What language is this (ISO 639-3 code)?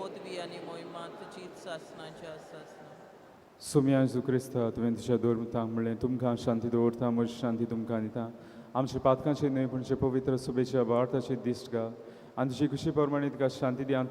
kok